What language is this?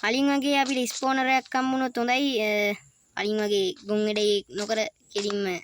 Sinhala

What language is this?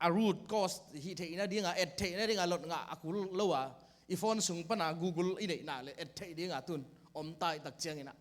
Tedim Chin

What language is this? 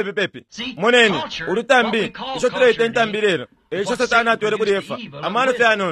Bemba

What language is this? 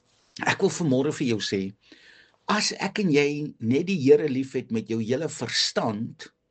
Afrikaans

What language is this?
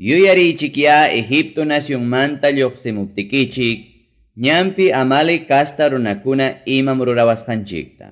Ayacucho Quechua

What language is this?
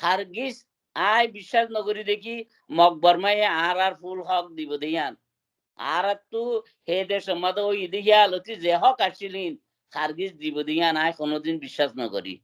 Rohingya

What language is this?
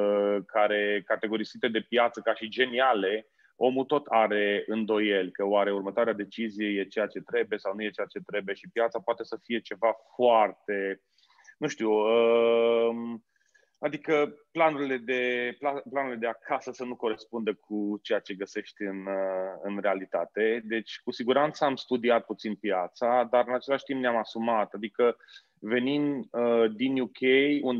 Romanian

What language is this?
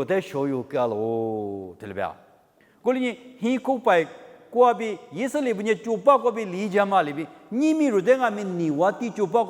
Lisu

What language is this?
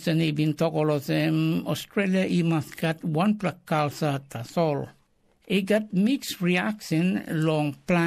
Tok Pisin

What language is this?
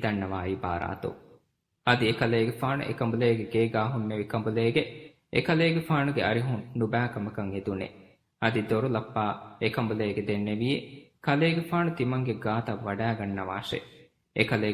Divehi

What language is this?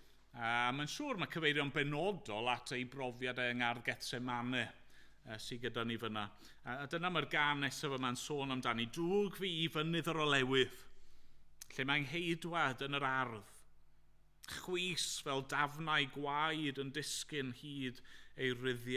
Welsh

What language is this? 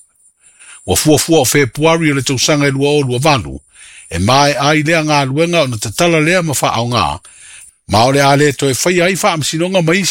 Samoan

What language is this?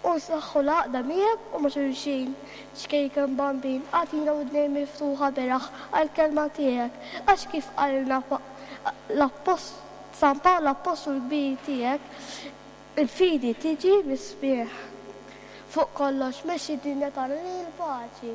Maltese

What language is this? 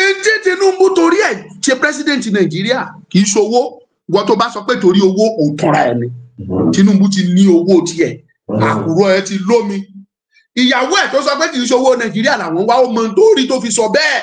Yoruba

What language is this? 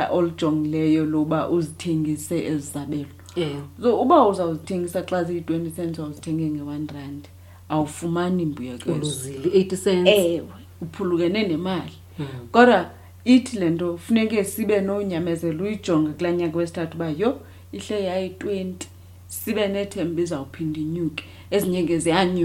Xhosa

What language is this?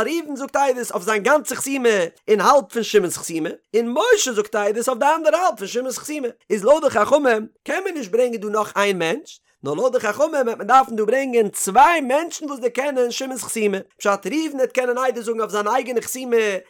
Yiddish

